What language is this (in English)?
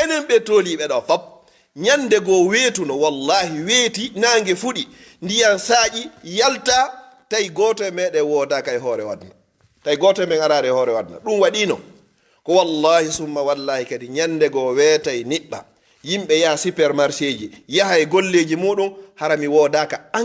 Pular